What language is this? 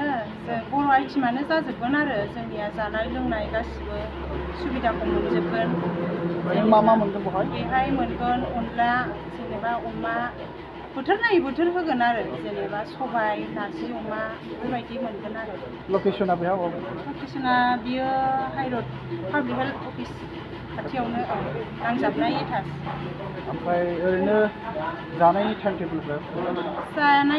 Bodo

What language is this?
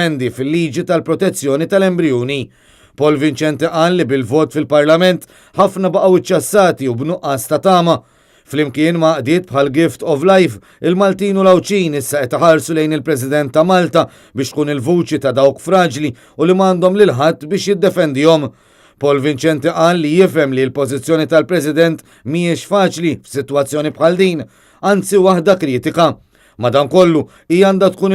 Maltese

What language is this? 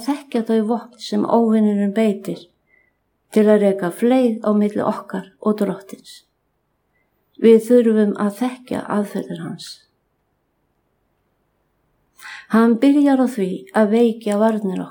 Icelandic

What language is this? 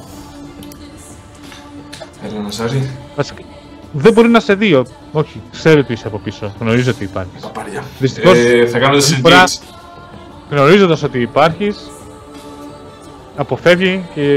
Greek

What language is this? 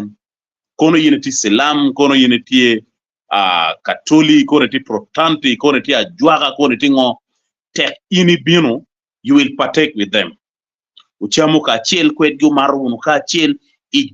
Acoli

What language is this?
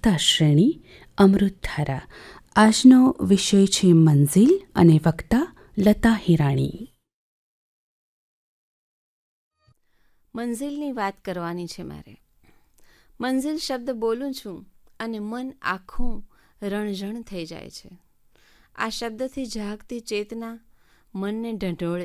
Gujarati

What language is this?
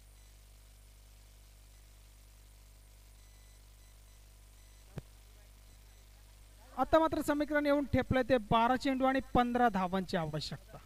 Marathi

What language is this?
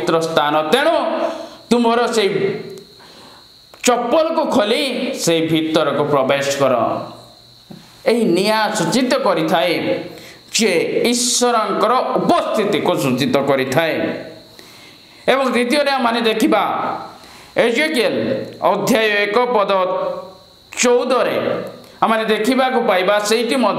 Odia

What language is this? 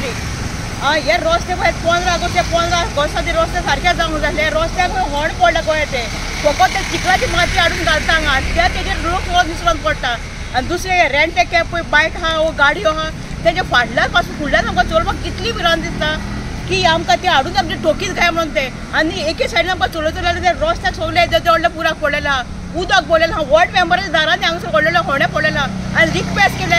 Konkani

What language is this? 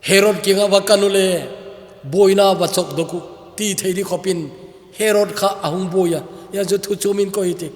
Thado Chin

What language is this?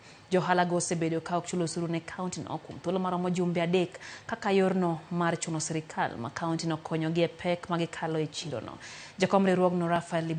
Luo (Kenya and Tanzania)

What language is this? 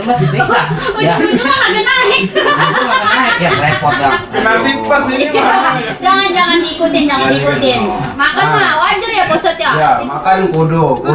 Betawi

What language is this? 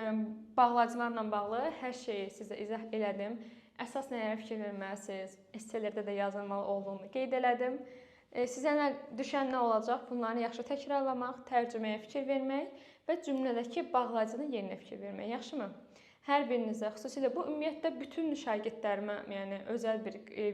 Azerbaijani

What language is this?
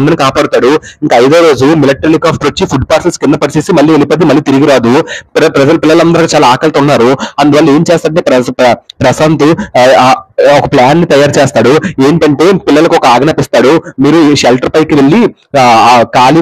Telugu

